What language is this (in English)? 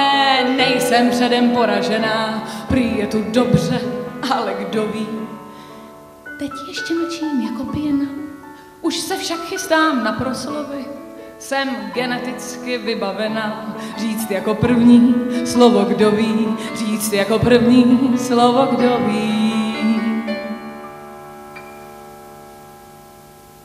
Czech